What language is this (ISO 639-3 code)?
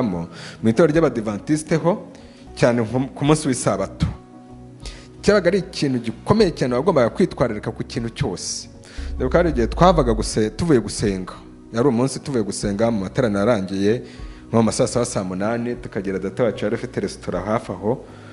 kin